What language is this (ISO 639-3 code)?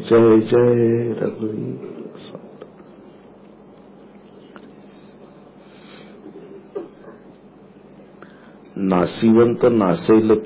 mar